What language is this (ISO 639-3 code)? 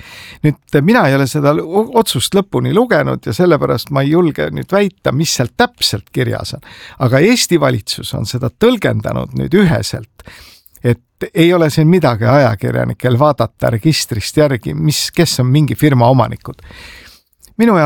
est